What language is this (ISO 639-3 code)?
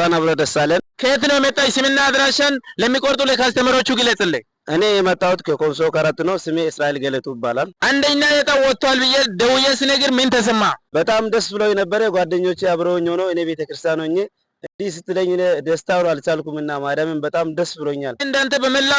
amh